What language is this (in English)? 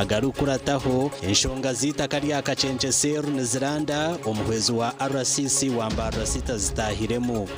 Nyankole